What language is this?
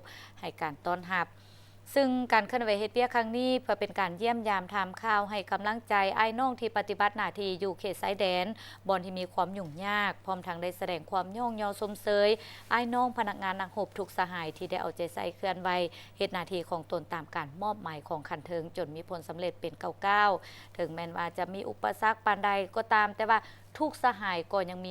Lao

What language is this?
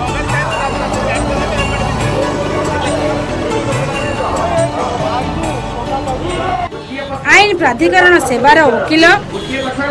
Odia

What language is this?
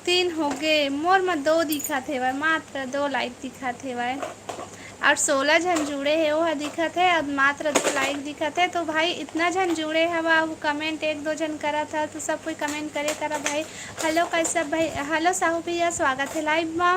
Chhattisgarhi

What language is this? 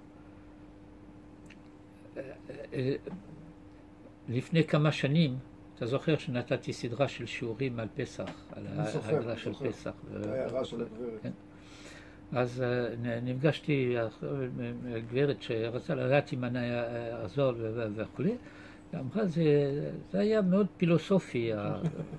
Hebrew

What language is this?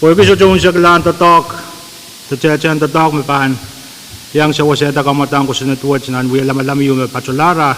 Pohnpeian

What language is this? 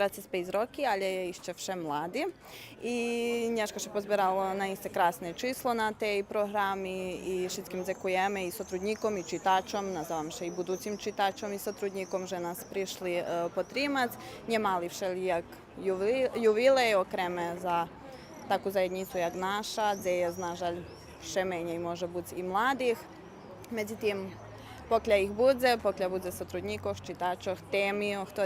Rusyn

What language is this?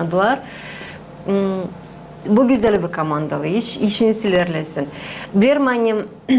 Gagauz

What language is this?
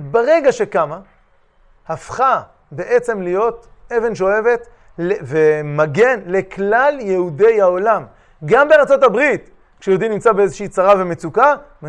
Hebrew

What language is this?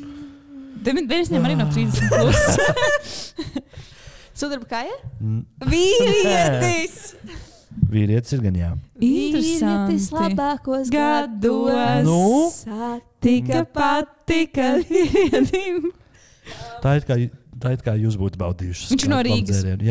Latvian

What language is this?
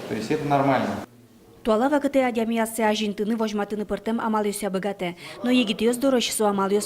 Udmurt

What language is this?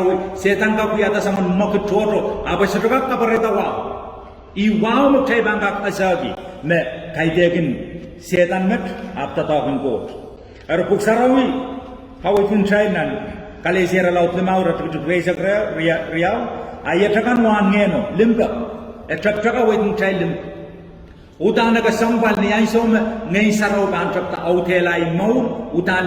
Pohnpeian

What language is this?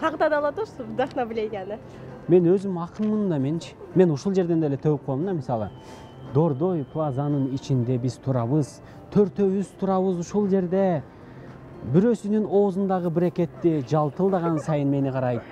Kyrgyz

